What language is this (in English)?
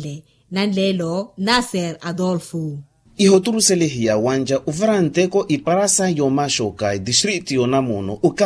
Makhuwa